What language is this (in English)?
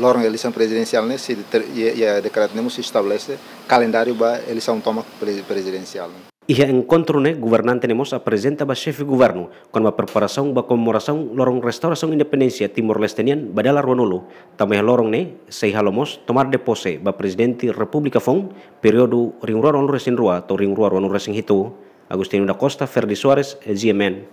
Tetum